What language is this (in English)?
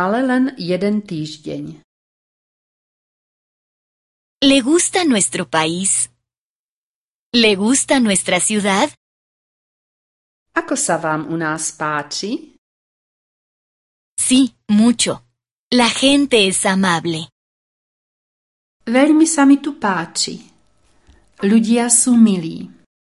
Slovak